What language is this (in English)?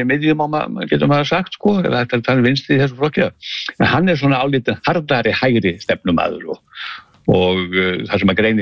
Icelandic